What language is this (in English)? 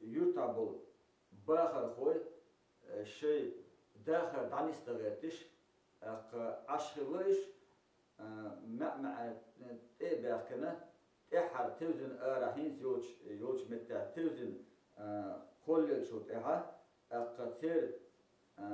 Chechen